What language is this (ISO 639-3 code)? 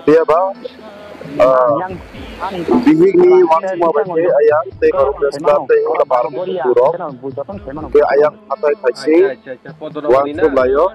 trp